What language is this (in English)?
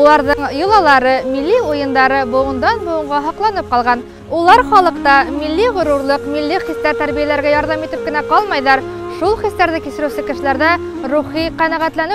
Bashkir